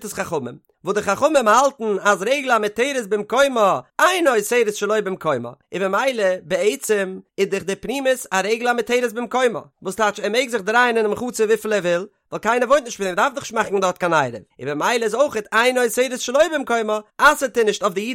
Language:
Yiddish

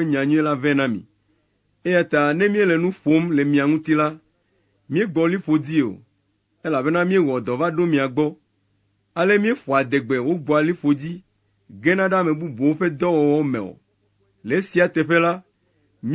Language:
Ewe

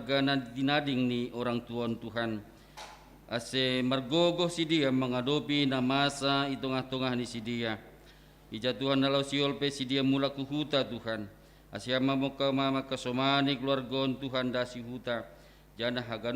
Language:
Batak Simalungun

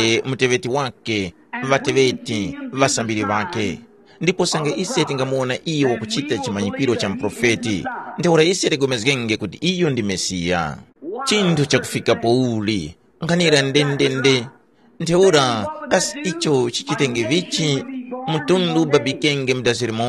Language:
Tumbuka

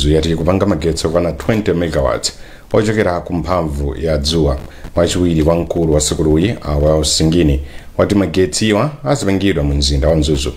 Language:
Nyanja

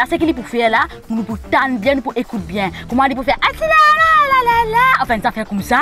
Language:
Morisyen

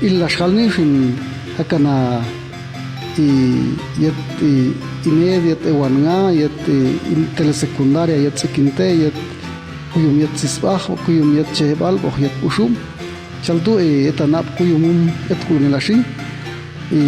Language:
Popti'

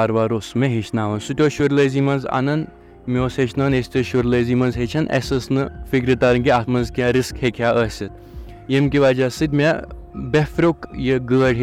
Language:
Kashmiri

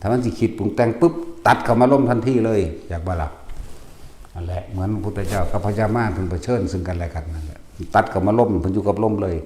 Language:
Northeastern Thai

